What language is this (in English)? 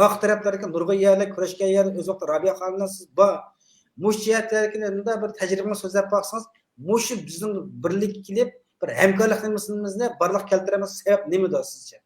Uyghur